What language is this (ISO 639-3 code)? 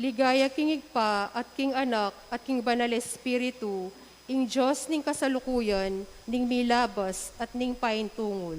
pam